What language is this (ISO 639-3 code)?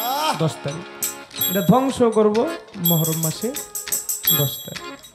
ben